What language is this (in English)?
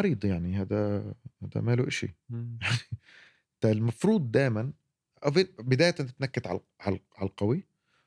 North Levantine Arabic